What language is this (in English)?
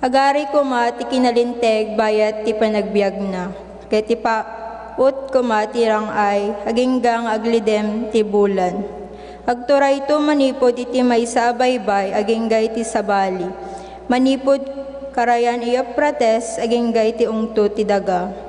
Iloko